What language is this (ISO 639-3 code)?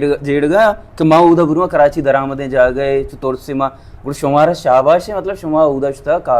bal